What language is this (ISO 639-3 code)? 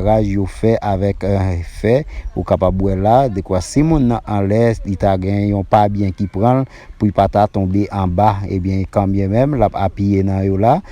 hat